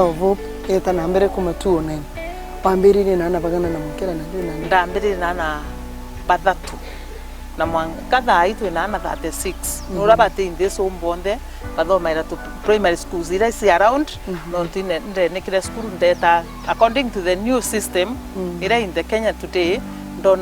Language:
Meru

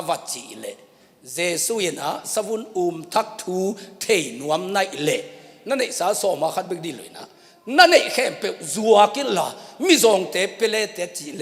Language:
Tedim Chin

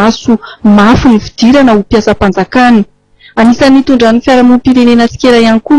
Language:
Malagasy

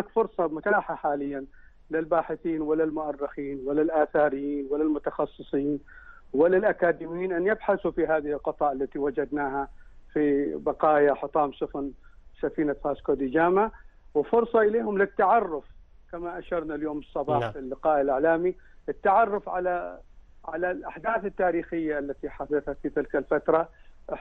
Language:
Arabic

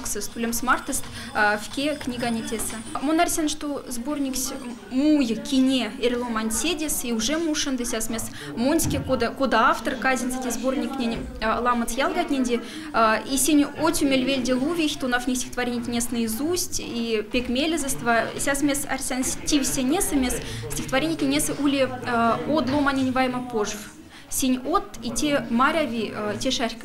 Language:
Moksha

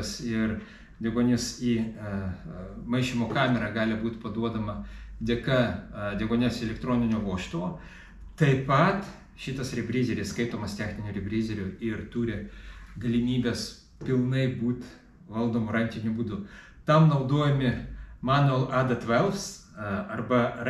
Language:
Lithuanian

